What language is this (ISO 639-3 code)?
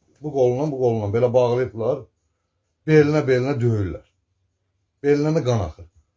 aze